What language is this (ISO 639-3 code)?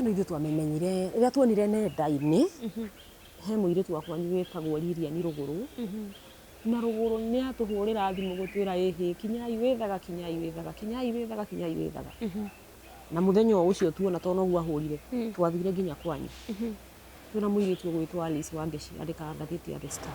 kik